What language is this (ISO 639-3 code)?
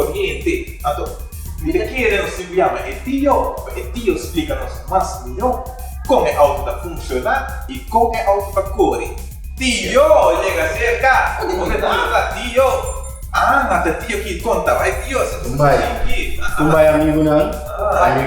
pap